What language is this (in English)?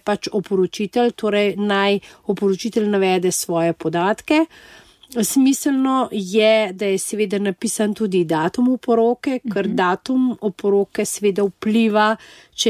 Slovenian